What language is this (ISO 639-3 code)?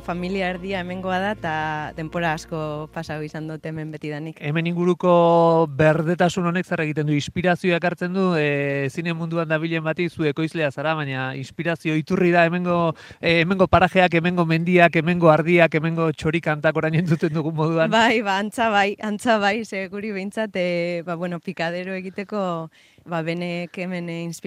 eus